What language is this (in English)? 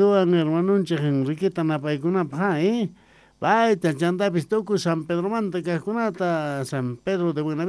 South Bolivian Quechua